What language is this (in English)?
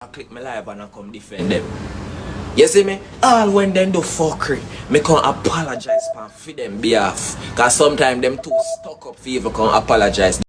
Jamaican Creole English